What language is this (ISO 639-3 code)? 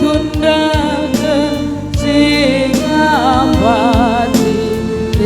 btx